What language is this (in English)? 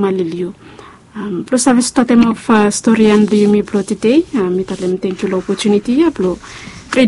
Bislama